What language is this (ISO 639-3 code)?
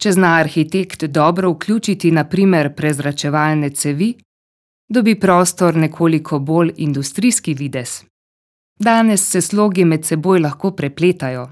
slv